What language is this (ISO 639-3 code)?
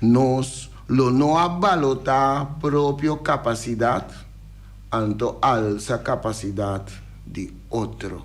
pap